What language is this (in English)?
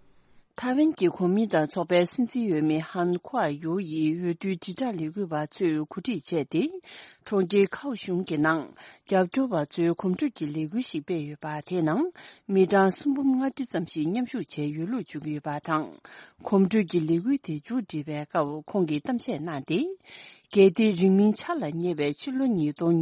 Tibetan